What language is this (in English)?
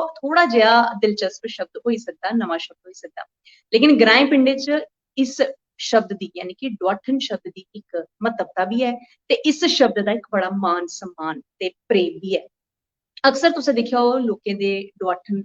Dogri